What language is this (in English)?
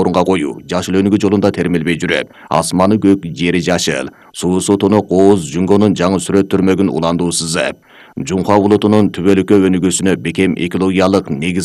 Kyrgyz